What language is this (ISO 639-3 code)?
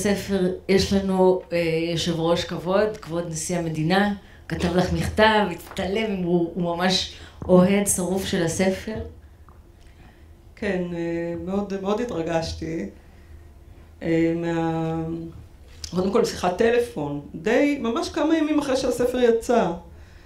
heb